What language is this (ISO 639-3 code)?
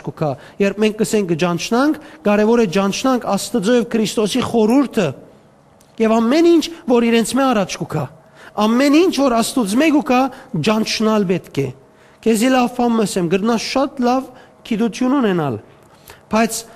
hyw